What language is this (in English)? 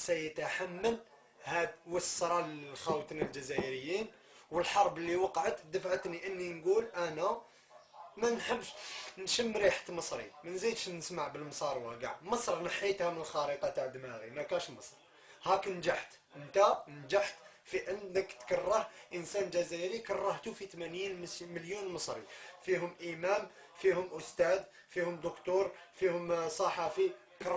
Algerian Arabic